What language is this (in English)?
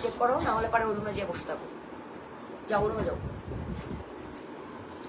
Bangla